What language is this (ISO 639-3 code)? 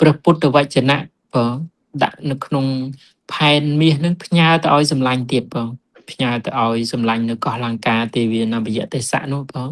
khm